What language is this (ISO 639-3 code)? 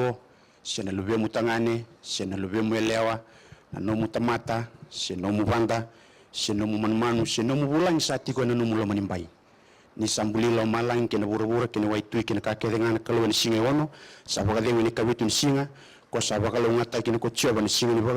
fij